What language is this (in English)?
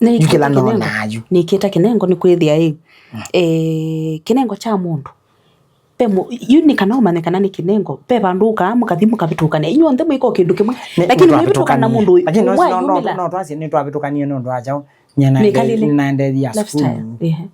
Kamba